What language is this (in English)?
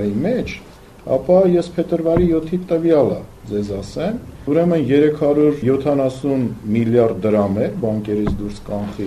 Armenian